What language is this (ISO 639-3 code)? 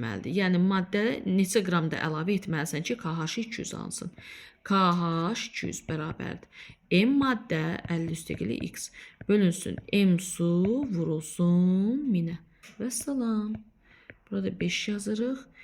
aze